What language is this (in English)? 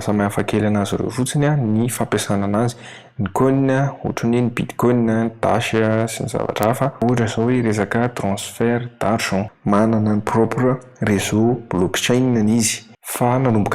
Malagasy